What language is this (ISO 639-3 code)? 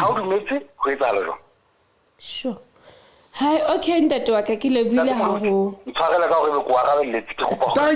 sot